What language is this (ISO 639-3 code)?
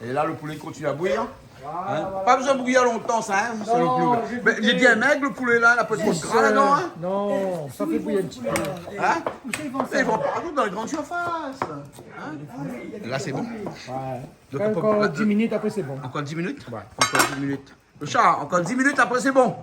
rcf